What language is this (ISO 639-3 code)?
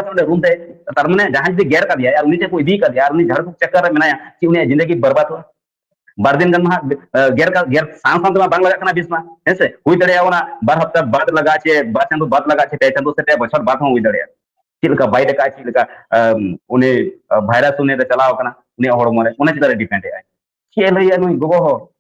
sat